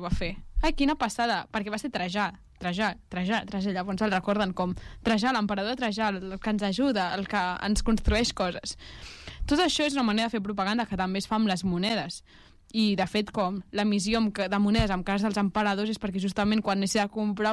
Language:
Catalan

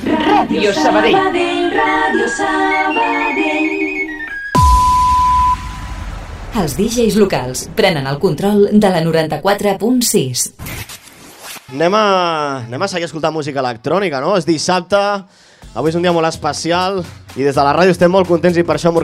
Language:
Catalan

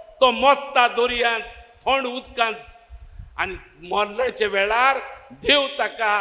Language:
Konkani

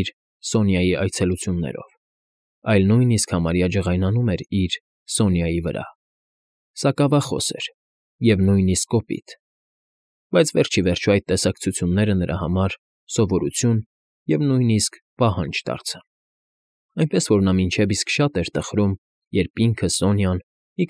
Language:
Armenian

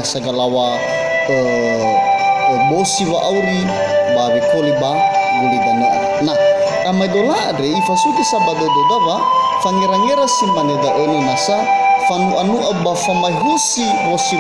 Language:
Nias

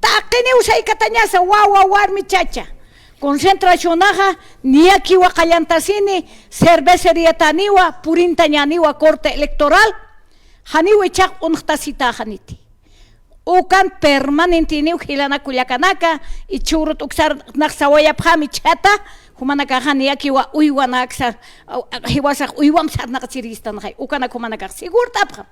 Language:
Aymara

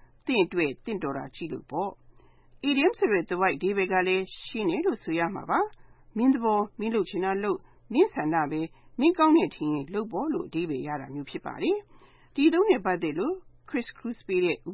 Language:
Burmese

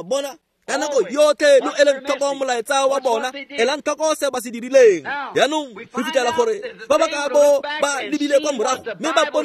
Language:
Tswana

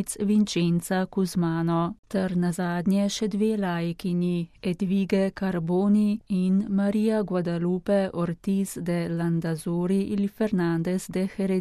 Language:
Slovenian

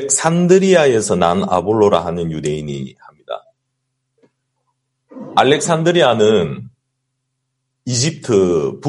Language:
Korean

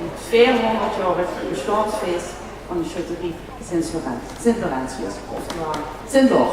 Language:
Limburgish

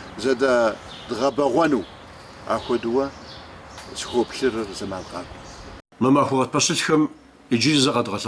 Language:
Kabardian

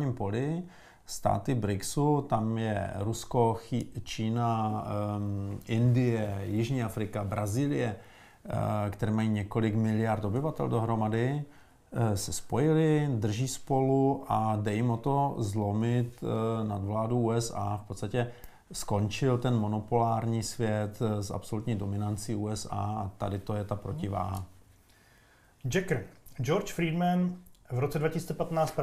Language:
Czech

